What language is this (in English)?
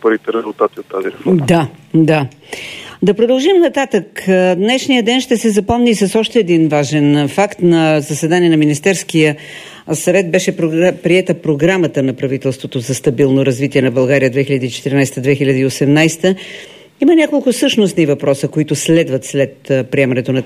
Bulgarian